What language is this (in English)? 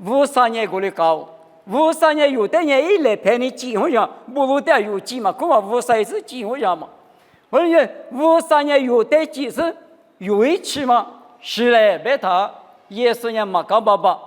Lisu